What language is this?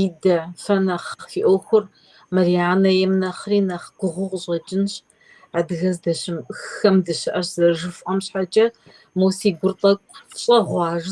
Kabardian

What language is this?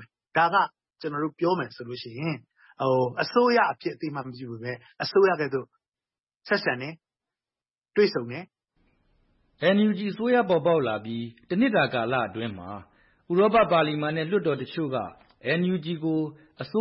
Burmese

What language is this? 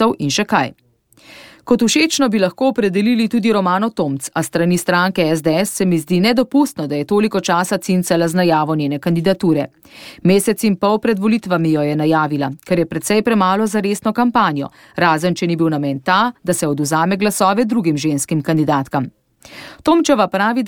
Slovenian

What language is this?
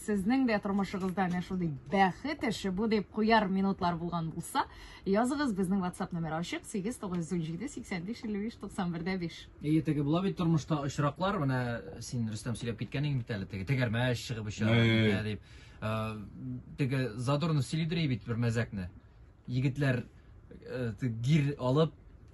Tatar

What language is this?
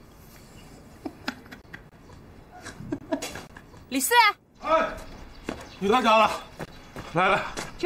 Chinese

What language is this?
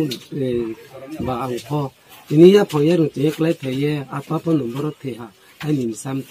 Riang (India)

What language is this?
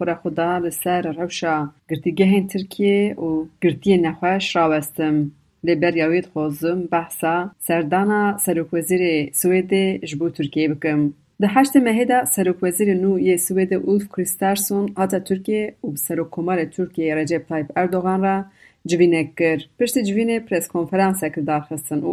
Kurdish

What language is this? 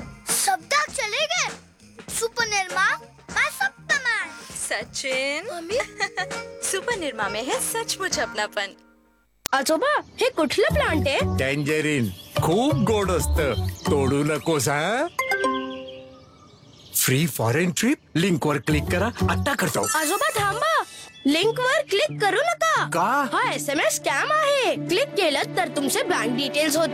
Marathi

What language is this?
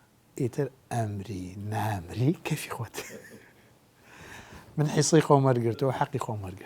Central Kurdish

